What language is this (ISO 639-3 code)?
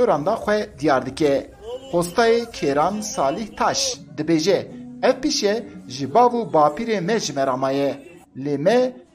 kur